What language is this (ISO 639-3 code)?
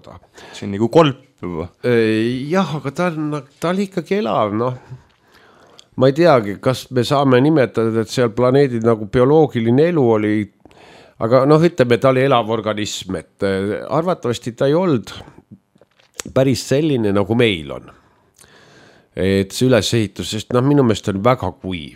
est